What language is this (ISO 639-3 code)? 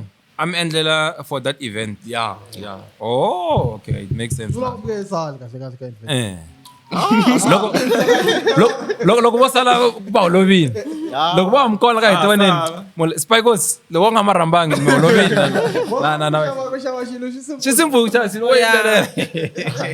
tso